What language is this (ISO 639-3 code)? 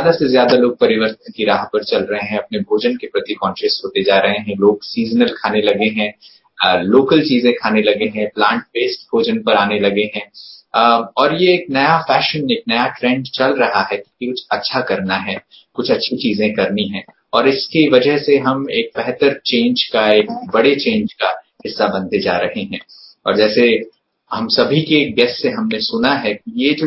hin